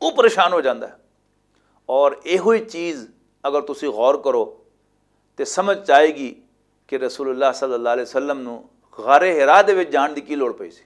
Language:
Western Panjabi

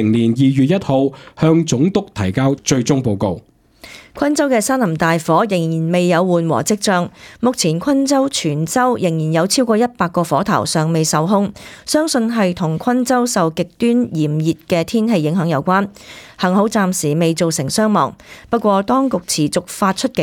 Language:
Cantonese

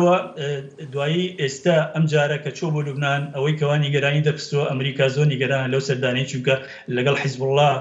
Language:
Central Kurdish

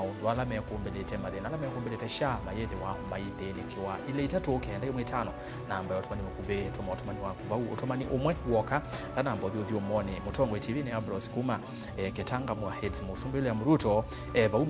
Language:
Kamba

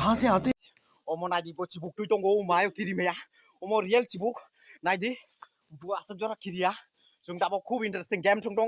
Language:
Kok Borok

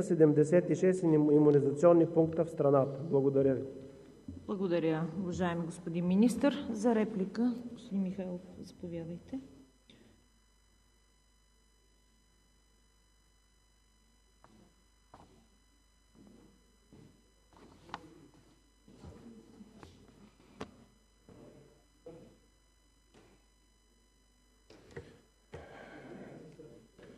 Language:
Bulgarian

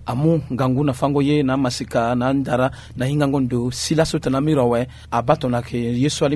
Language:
Sango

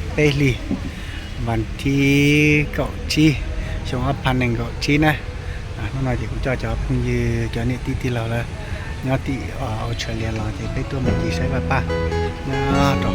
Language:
Hmong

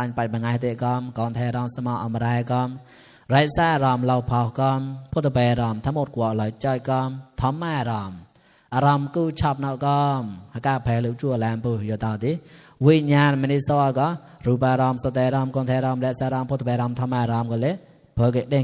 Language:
Mon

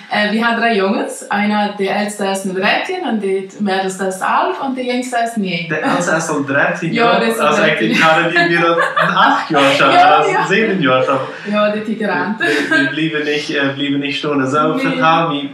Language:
Plautdietsch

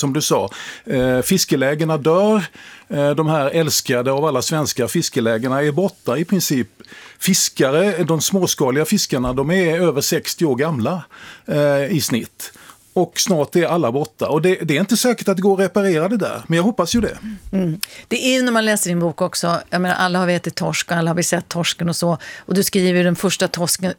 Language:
Swedish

